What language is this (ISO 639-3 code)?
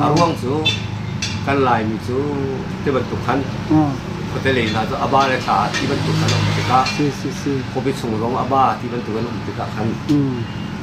cnh